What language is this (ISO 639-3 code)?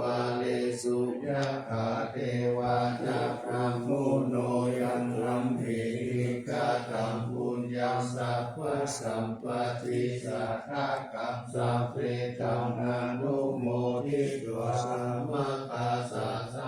pli